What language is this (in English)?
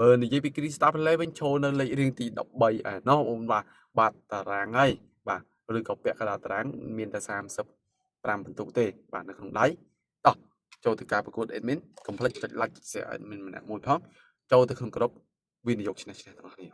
Khmer